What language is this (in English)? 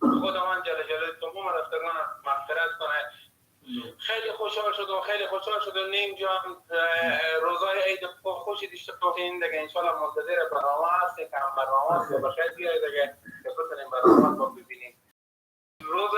Persian